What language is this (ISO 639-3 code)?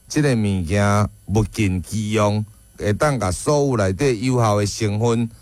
nan